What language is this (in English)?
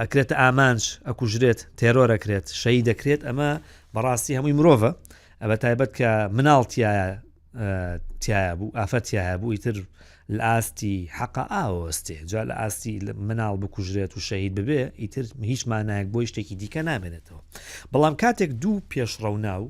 Central Kurdish